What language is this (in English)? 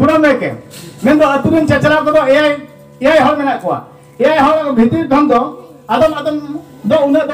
Santali